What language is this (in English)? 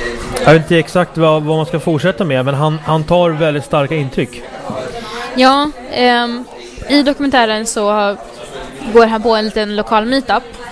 Swedish